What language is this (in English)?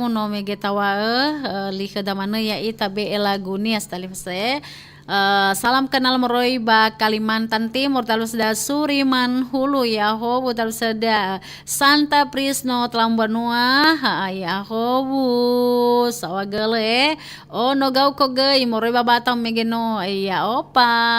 Nias